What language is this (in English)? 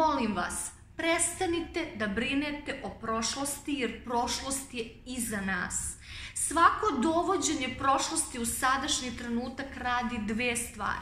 Serbian